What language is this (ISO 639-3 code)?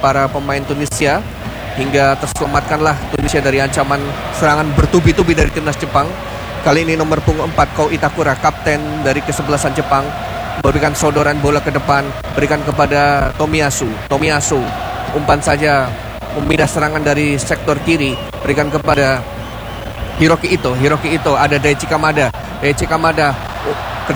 ind